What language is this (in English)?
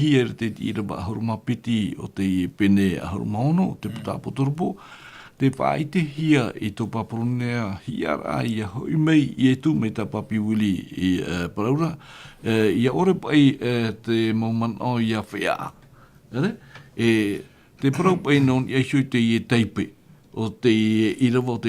Tahitian